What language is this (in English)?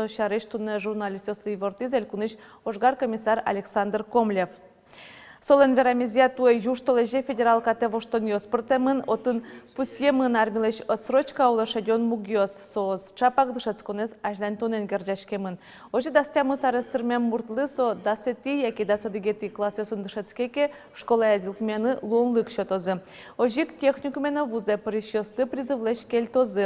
Udmurt